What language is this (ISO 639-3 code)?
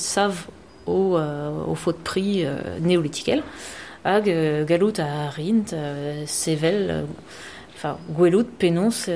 bre